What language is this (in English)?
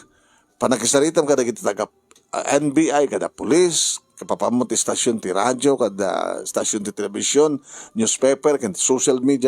Iloko